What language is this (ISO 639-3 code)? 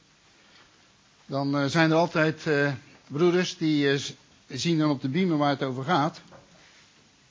nld